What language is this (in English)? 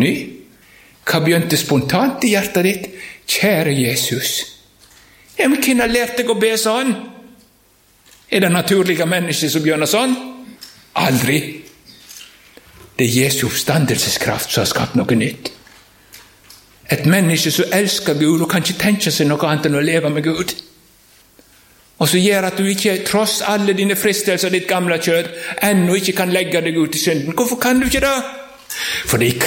Norwegian